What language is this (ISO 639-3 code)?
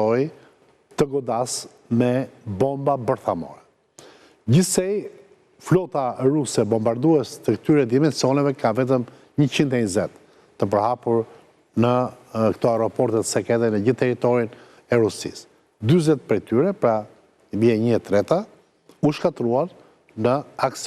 sqi